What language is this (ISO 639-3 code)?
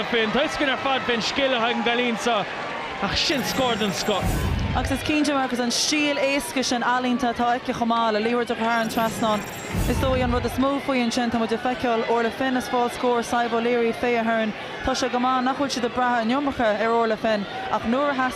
gle